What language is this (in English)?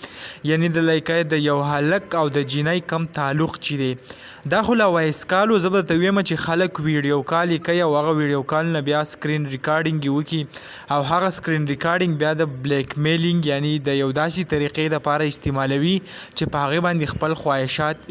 Pashto